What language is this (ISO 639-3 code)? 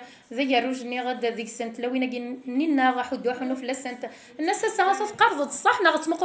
kab